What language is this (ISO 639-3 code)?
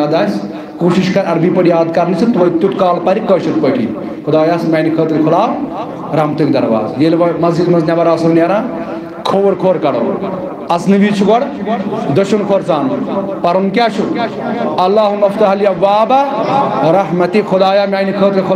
kas